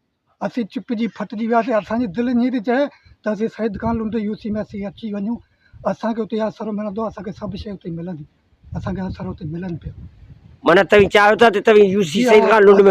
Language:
Sindhi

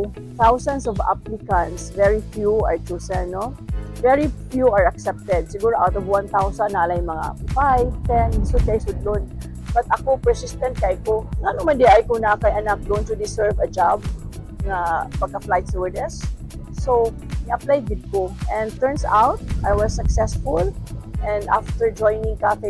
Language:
Cebuano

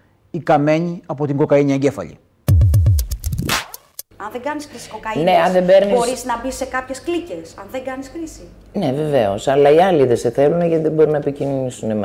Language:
Greek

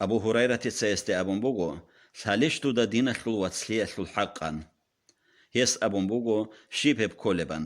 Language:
Avaric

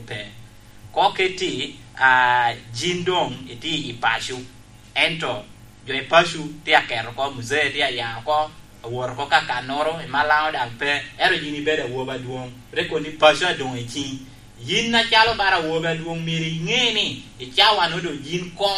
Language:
Lango (Uganda)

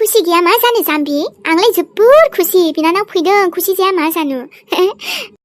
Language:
Bodo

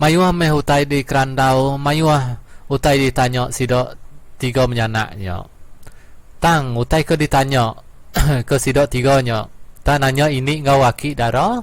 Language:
Iban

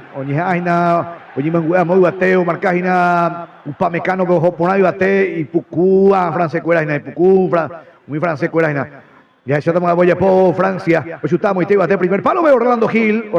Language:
Guarani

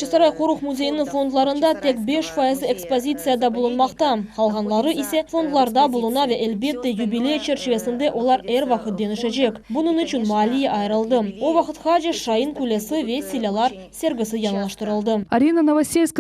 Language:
Crimean Tatar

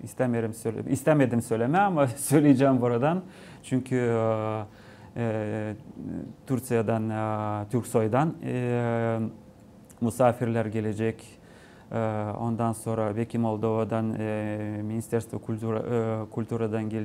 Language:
Gagauz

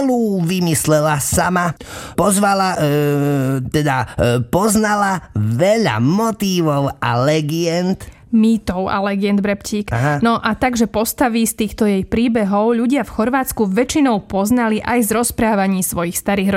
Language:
Slovak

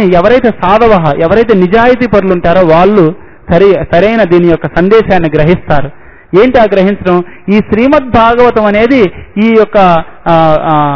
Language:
Telugu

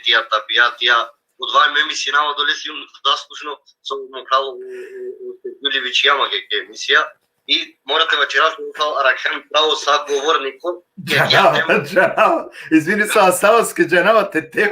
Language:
Balkan Romani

